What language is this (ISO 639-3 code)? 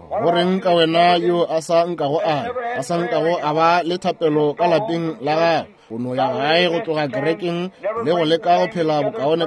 nso